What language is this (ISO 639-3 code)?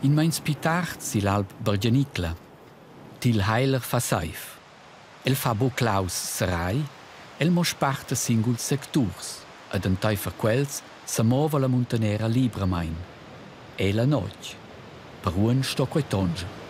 roh